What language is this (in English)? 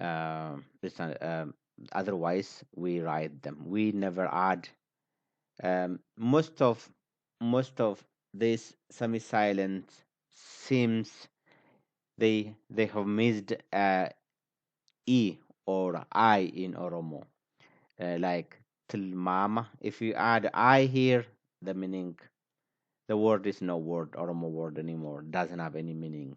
English